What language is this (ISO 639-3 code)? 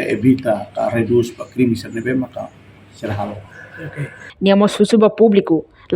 tet